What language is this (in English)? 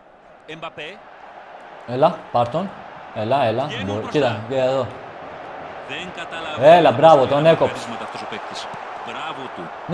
Greek